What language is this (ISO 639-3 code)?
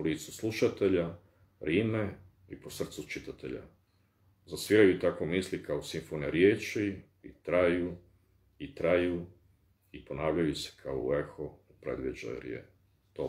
bos